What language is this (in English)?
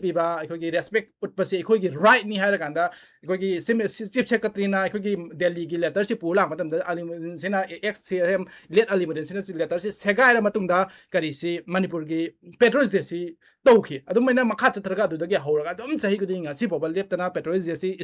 Manipuri